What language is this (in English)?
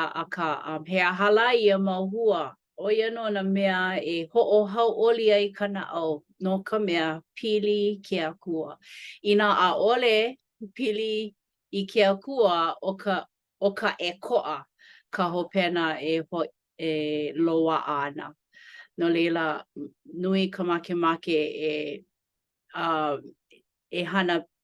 Hawaiian